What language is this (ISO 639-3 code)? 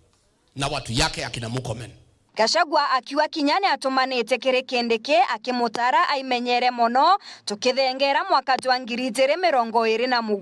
mer